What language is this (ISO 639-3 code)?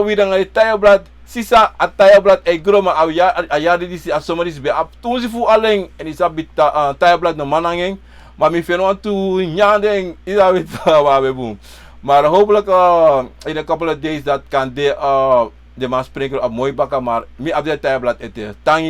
srn